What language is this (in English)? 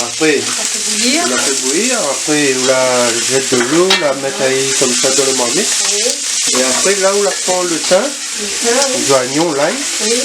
Réunion Creole French